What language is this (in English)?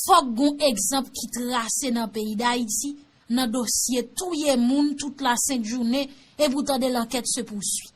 Haitian Creole